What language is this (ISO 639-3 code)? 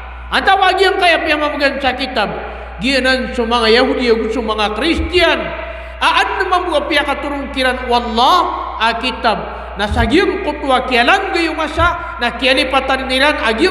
mrw